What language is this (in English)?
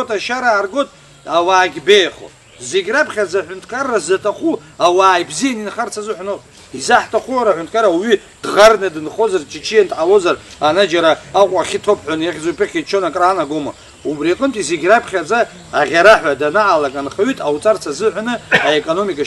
Abkhazian